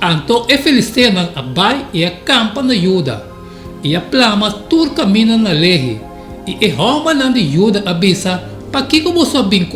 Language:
Papiamento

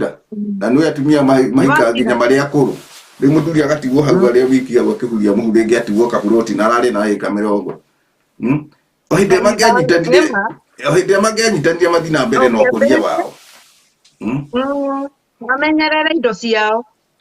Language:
Kikuyu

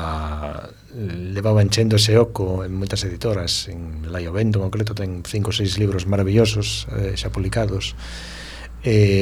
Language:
Galician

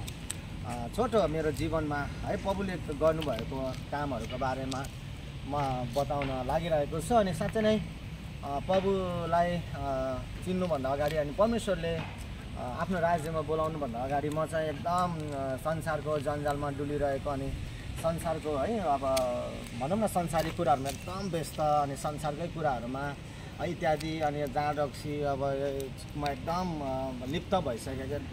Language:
Nepali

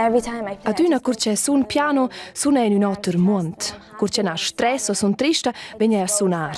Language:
Romansh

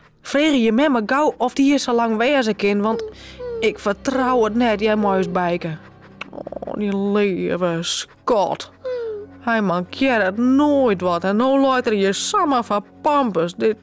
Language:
Western Frisian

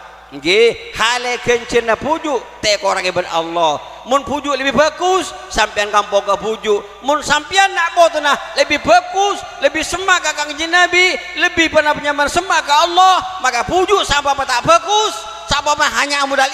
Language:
Madurese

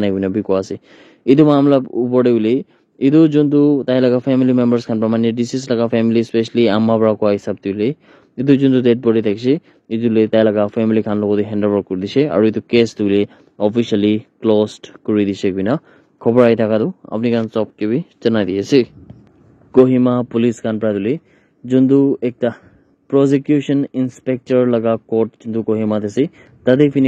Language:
Naga Pidgin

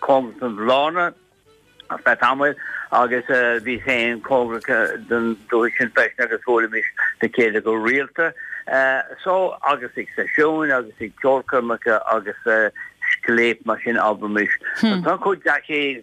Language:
Irish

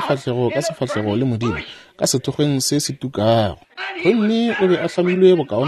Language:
Northern Sotho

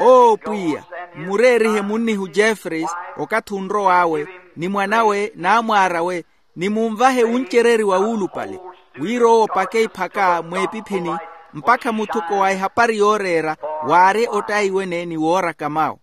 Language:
Makhuwa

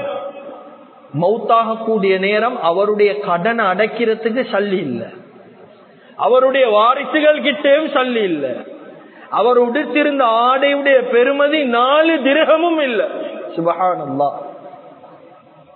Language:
Tamil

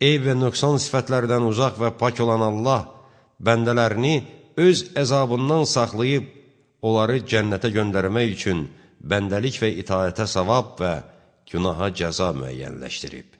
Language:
Azerbaijani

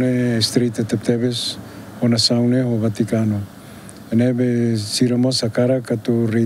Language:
Tetum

